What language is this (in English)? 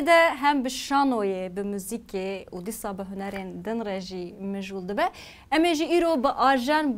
Kurdish